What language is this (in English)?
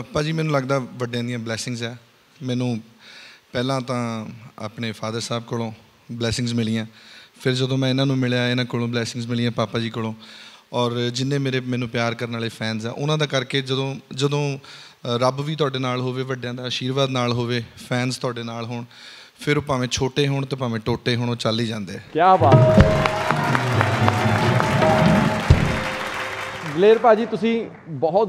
Punjabi